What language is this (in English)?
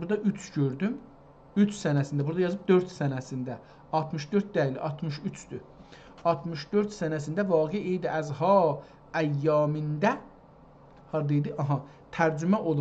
South Azerbaijani